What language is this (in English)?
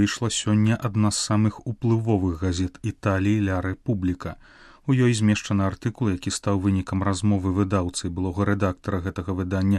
Belarusian